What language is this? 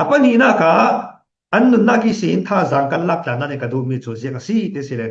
Falam Chin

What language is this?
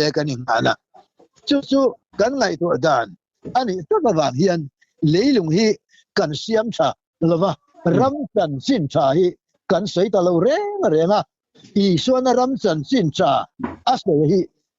Mizo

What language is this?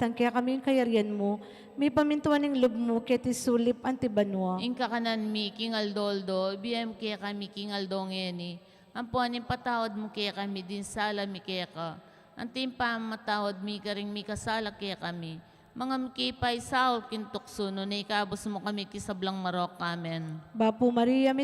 Pampanga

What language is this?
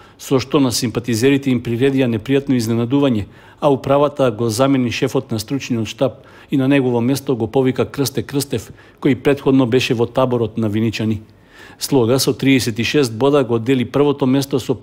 Macedonian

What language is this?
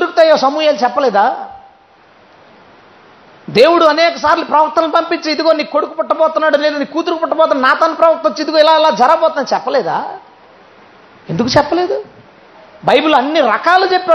Telugu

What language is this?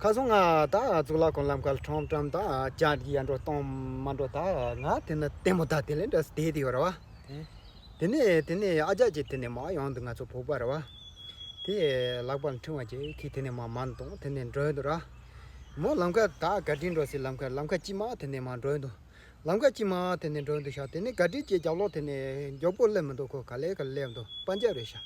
Tibetan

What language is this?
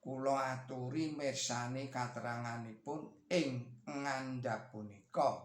Javanese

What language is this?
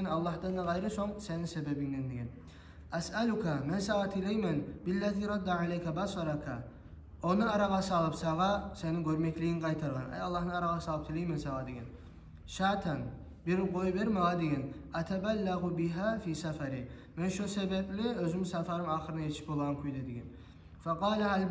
Kumyk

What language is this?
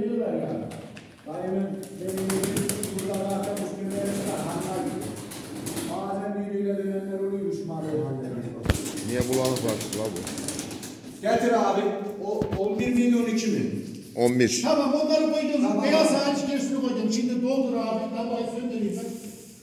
Turkish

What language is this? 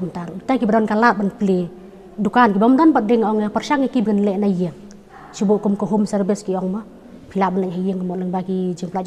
Khasi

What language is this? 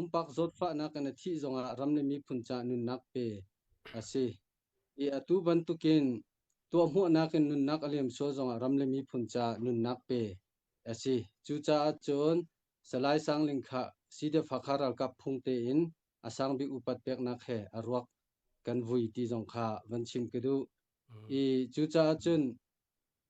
Hakha Chin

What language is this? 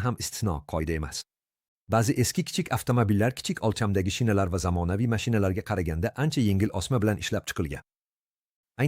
Uzbek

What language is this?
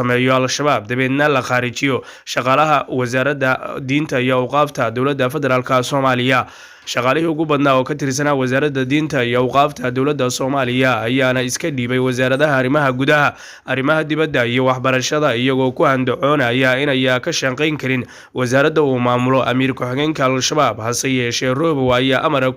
Somali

